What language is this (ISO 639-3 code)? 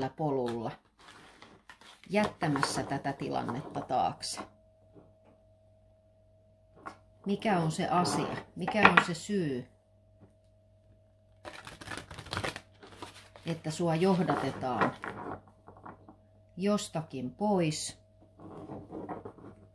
fin